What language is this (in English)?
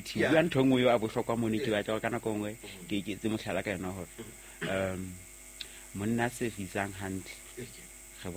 Southern Sotho